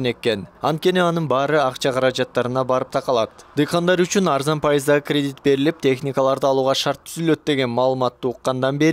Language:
Kyrgyz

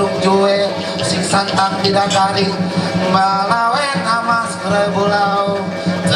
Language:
Ma'anyan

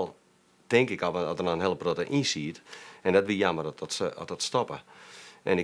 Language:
Western Frisian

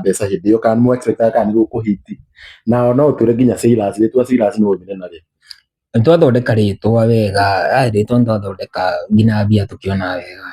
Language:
Kikuyu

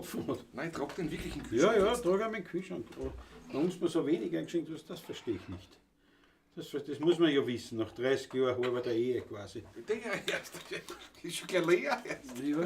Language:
Bavarian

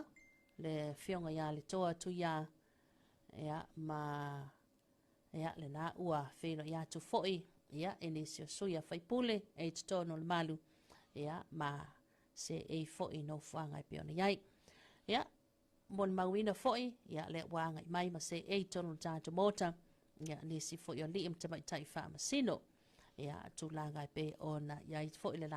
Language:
Samoan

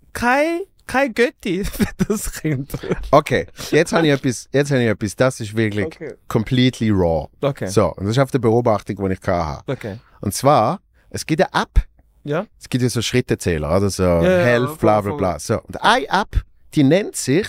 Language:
Swiss German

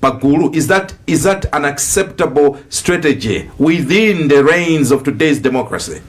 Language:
Nyanja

